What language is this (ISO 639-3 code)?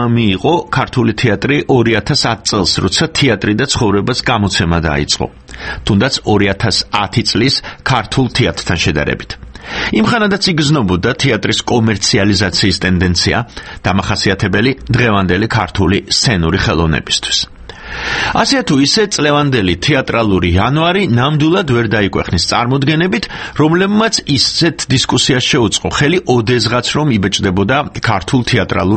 kat